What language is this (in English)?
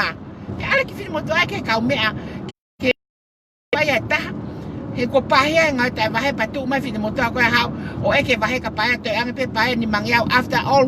Tongan